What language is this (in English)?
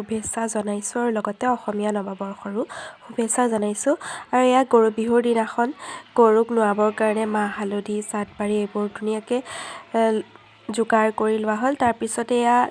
Assamese